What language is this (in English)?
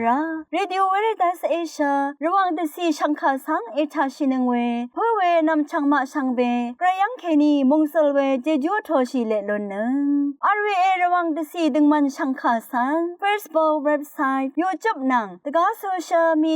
Rawang